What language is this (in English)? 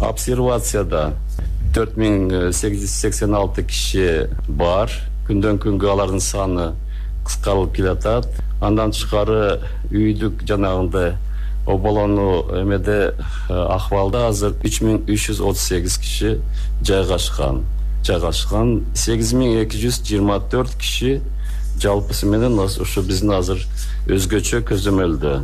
Kyrgyz